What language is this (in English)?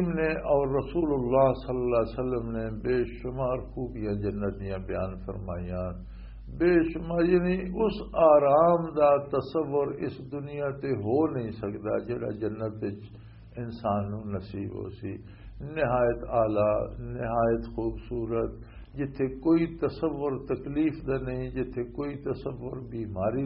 Western Panjabi